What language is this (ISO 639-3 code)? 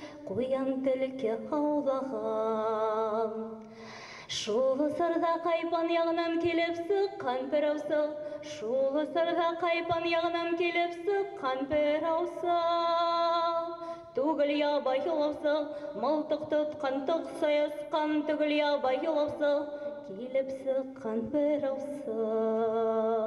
bak